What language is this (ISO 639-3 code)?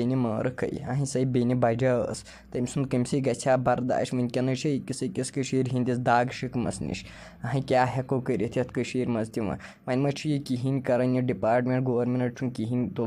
kas